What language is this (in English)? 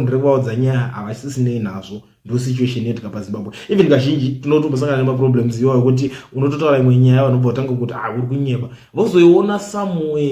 Shona